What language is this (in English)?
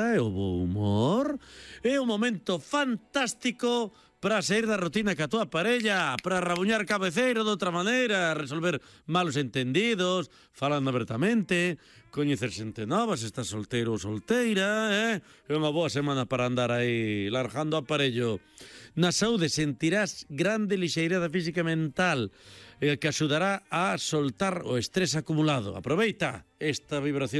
Galician